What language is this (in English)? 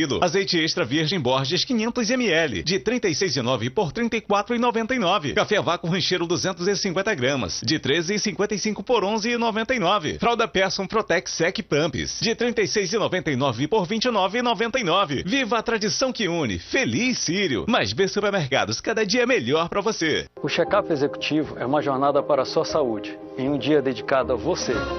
Portuguese